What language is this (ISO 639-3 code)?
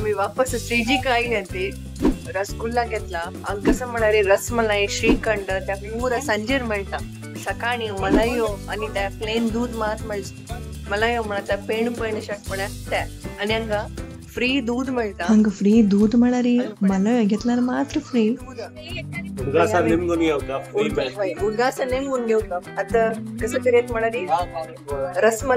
kok